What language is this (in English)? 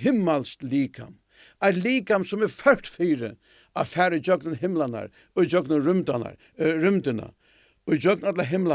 Faroese